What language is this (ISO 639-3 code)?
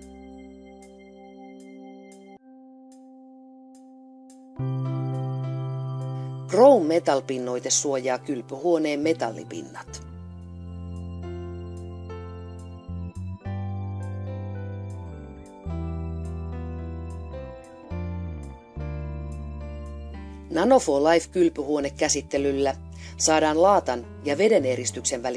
fin